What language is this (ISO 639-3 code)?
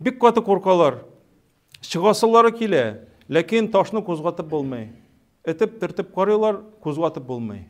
tat